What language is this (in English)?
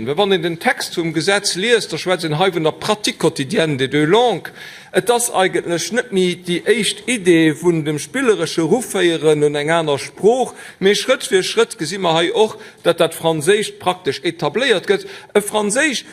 Luxembourgish